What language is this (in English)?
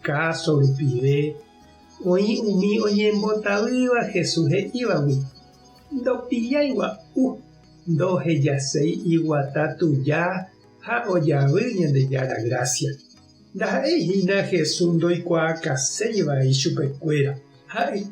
Guarani